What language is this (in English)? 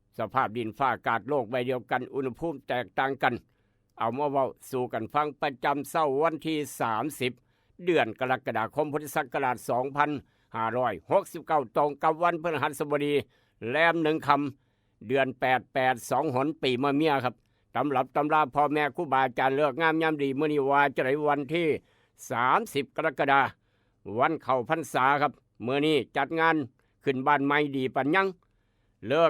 Northeastern Thai